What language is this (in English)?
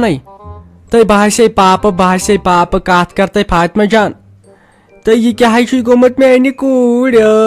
Kashmiri